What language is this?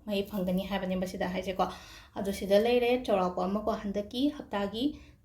Manipuri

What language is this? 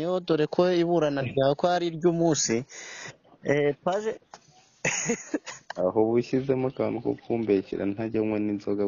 Kinyarwanda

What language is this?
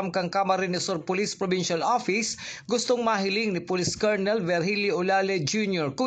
Bikol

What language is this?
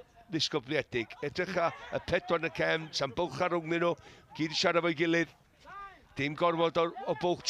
Welsh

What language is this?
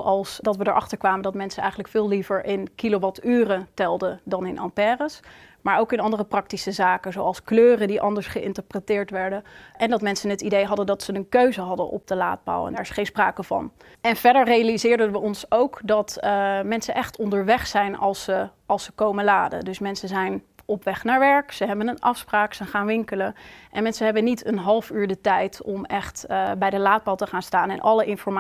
Dutch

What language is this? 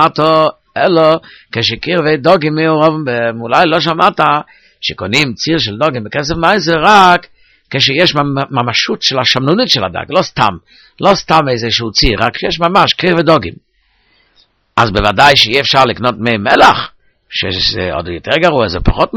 Hebrew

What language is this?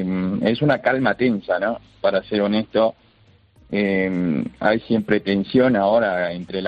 Spanish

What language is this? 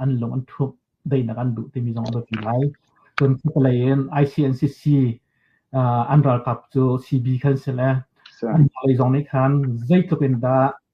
Hakha Chin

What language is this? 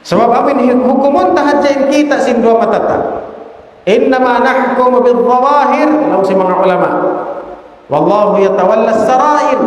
Tausug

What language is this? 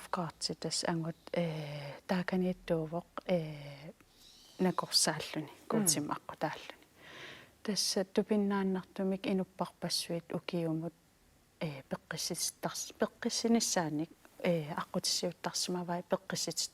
Kalaallisut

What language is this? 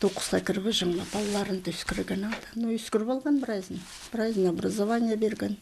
Khakas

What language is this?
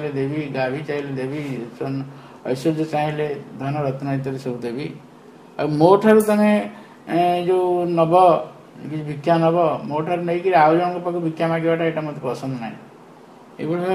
Odia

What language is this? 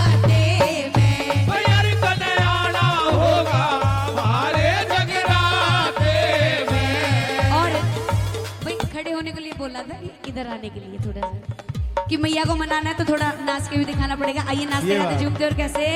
Haryanvi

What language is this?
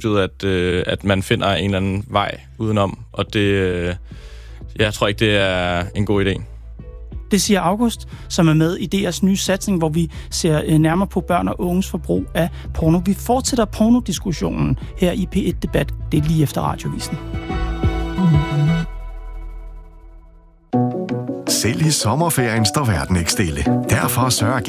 Danish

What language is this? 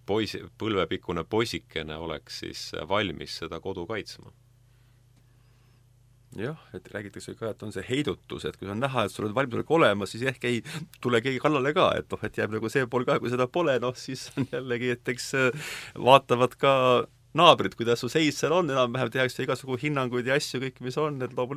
Estonian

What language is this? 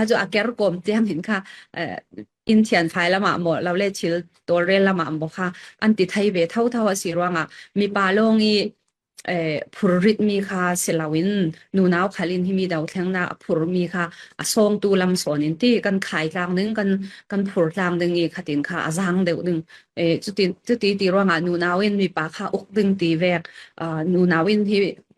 Falam Chin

